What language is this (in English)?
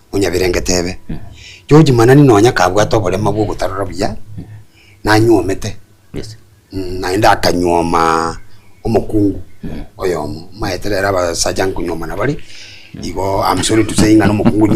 Gusii